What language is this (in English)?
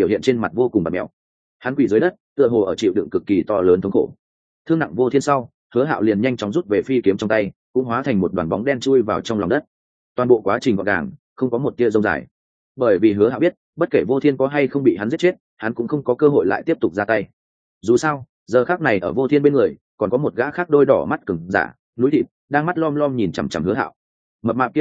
Vietnamese